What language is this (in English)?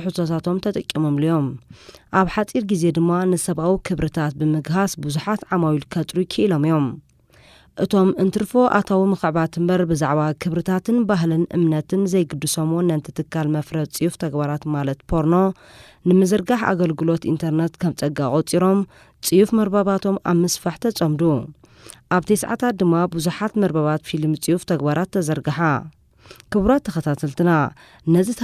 Tigrinya